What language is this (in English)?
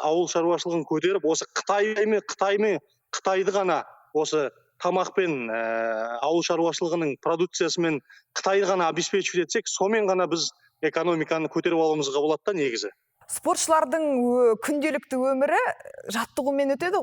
Kazakh